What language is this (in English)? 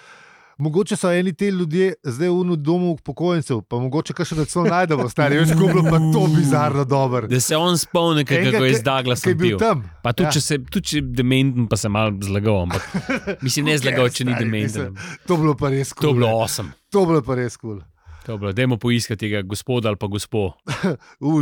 Slovenian